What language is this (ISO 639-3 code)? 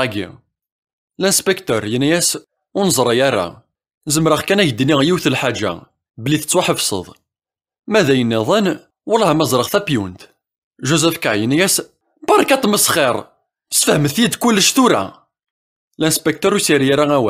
kab